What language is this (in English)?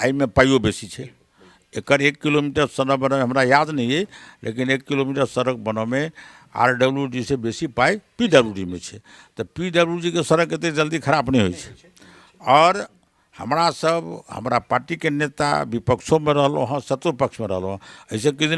Maithili